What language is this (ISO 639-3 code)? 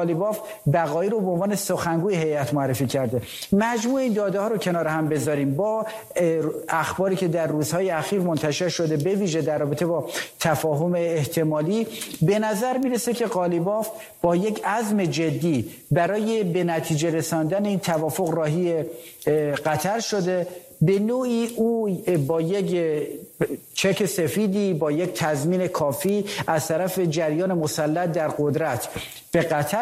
fas